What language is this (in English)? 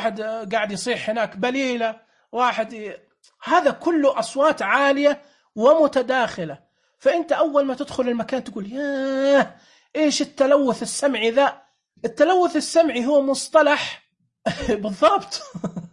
Najdi Arabic